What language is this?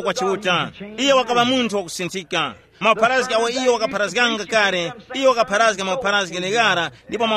Tumbuka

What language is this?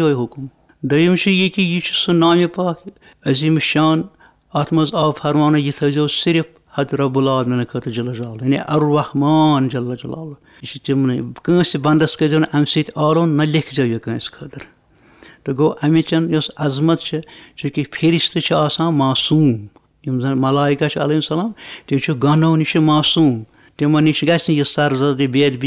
Kashmiri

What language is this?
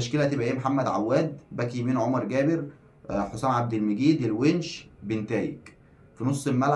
Egyptian Arabic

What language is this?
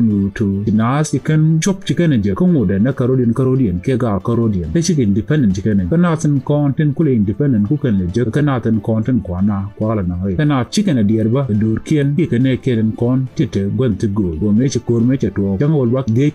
Nuer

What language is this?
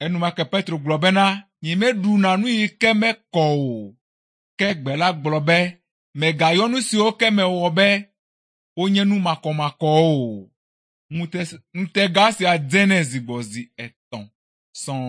Ewe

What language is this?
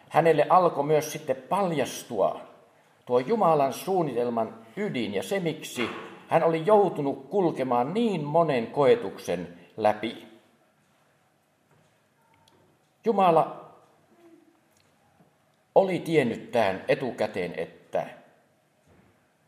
Finnish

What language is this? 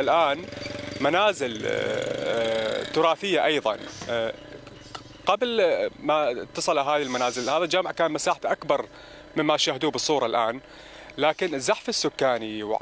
Mesopotamian Arabic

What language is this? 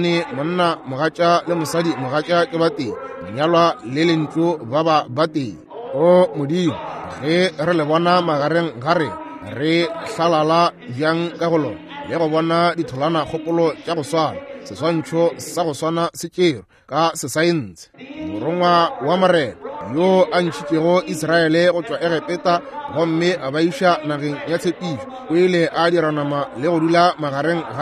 Northern Sotho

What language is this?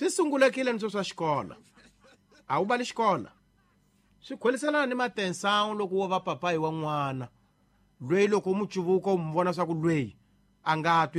Tsonga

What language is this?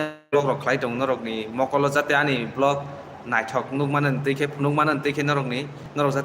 Kok Borok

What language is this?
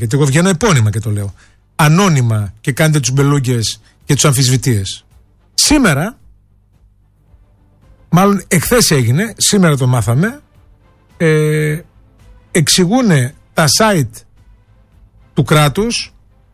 Greek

